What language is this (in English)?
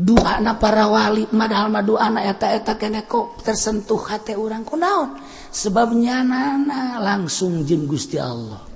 Sundanese